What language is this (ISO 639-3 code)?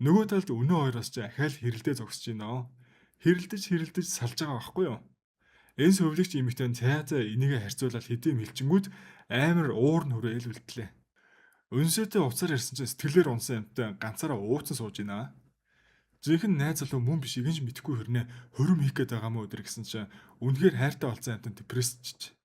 mon